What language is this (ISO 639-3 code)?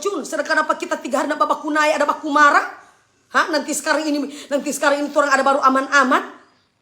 xmm